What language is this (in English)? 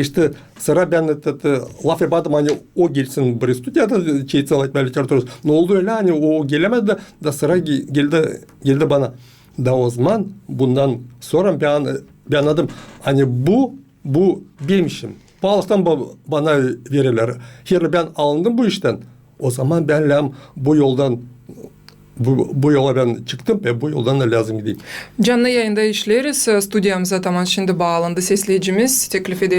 Gagauz